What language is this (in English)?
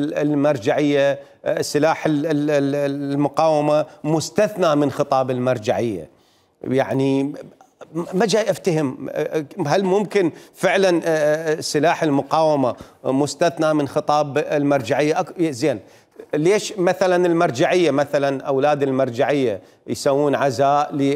Mesopotamian Arabic